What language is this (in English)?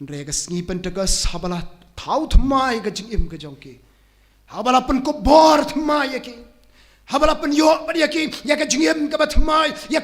Khasi